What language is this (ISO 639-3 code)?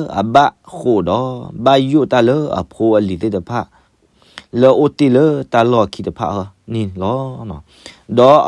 ksw